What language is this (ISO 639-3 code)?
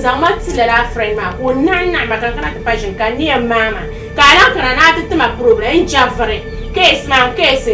dag